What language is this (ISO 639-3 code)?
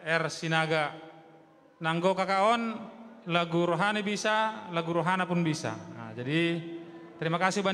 bts